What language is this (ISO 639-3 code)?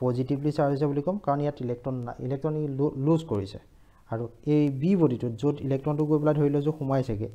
asm